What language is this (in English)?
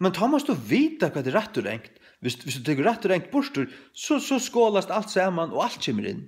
Faroese